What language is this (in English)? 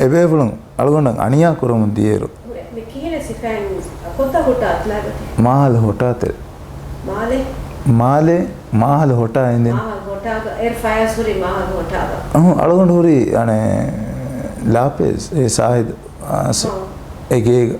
Divehi